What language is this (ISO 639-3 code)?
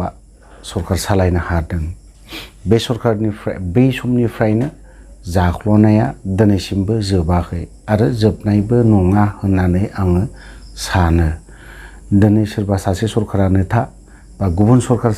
brx